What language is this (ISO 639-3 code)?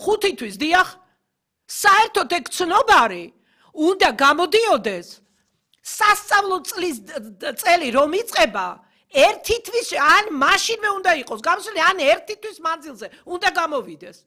kat